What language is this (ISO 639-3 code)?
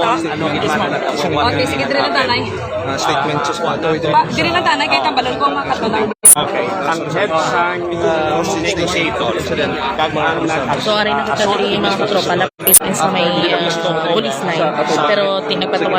hil